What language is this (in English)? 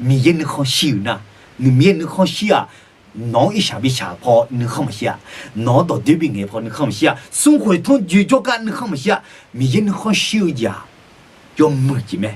Akha